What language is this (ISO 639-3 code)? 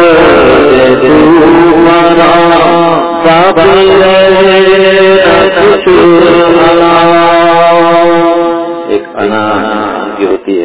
urd